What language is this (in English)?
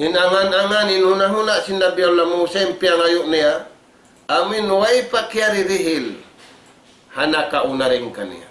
Tausug